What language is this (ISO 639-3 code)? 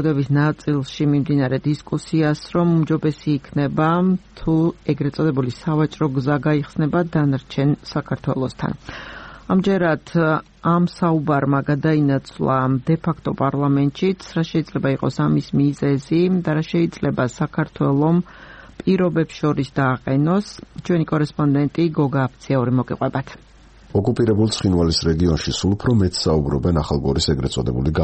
kat